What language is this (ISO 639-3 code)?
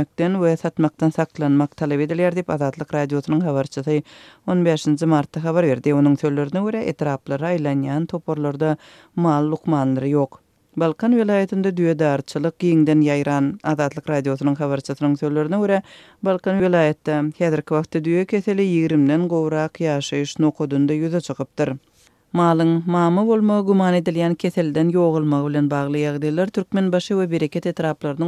tuk